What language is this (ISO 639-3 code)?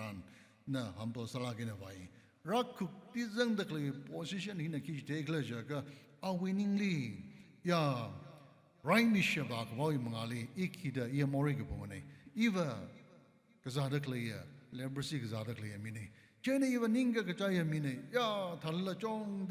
nmf